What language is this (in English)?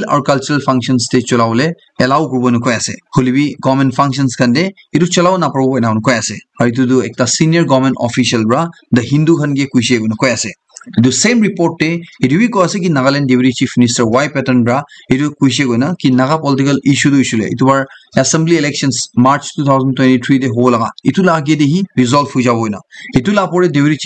Naga Pidgin